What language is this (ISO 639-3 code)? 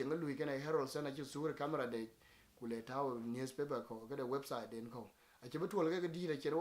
din